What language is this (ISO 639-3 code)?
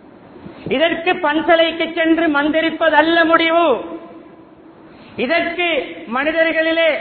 tam